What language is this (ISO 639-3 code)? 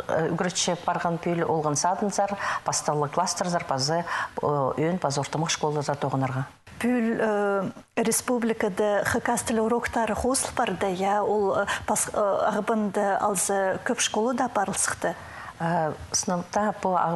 kjh